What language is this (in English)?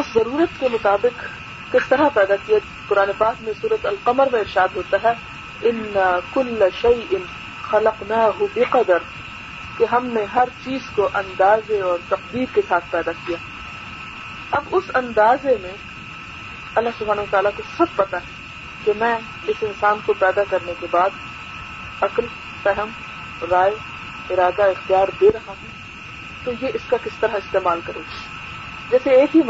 Urdu